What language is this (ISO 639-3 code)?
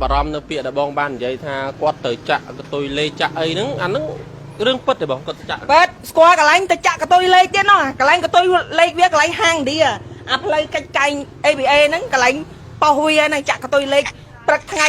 khm